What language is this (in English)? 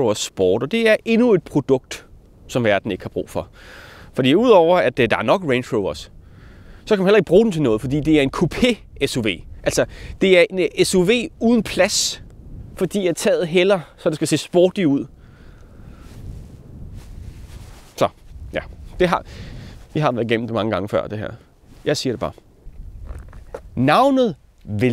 Danish